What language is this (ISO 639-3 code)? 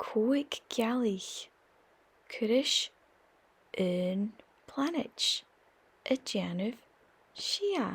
gla